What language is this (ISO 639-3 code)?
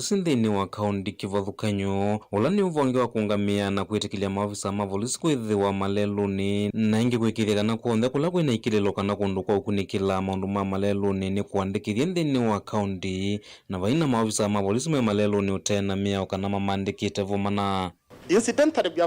kam